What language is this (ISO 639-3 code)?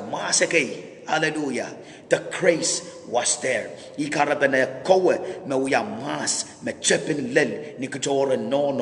pon